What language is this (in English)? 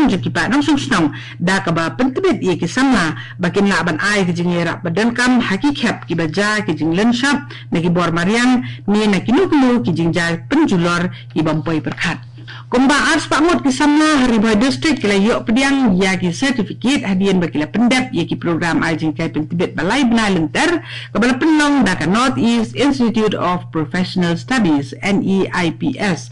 Khasi